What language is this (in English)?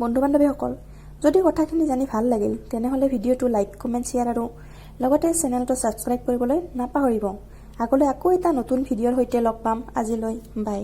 Assamese